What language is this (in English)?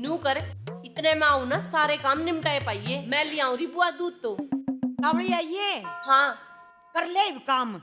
Haryanvi